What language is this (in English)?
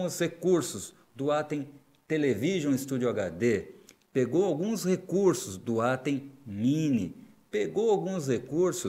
Portuguese